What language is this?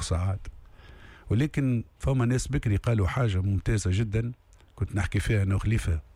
Tunisian Arabic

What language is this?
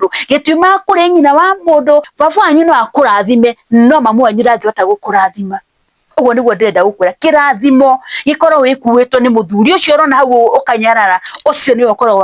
Kikuyu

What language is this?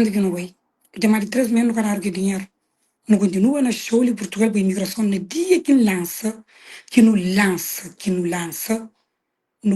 Kabuverdianu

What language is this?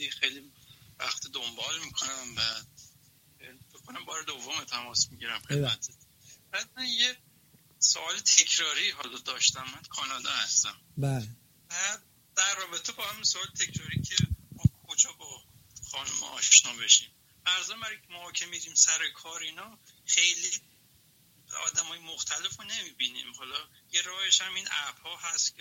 Persian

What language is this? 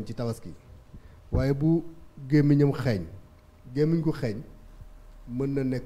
Wolof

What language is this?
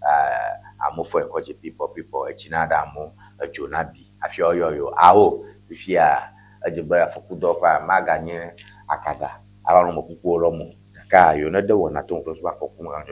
Ewe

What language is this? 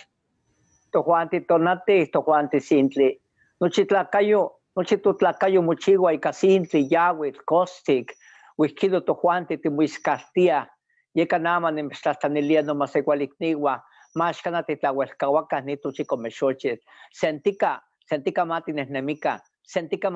Eastern Huasteca Nahuatl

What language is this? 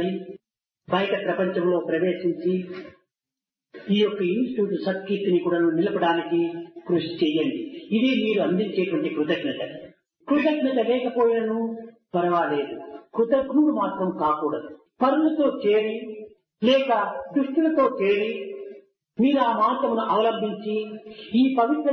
Telugu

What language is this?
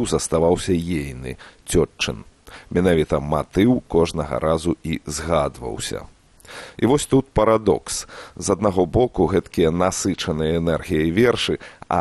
Belarusian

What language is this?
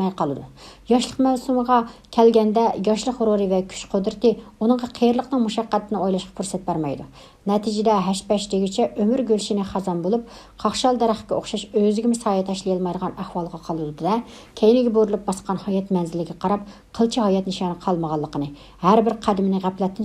Uyghur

